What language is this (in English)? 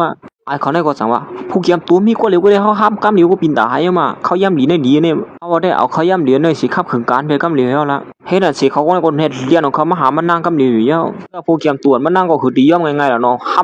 Shan